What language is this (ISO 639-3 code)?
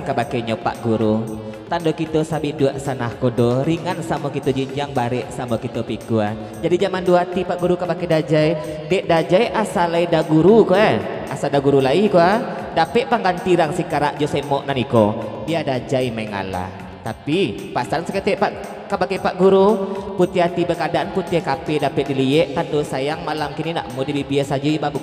min